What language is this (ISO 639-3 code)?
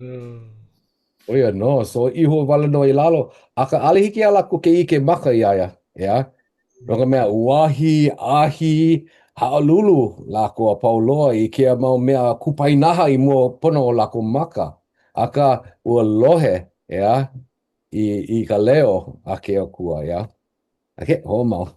haw